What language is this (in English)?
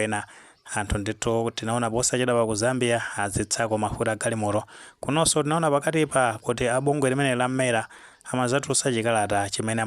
Nyanja